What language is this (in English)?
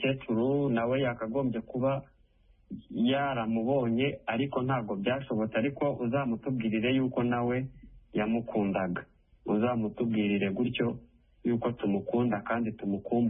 Kinyarwanda